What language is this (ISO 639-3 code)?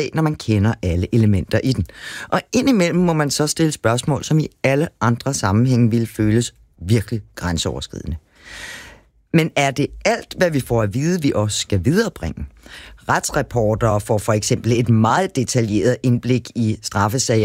dan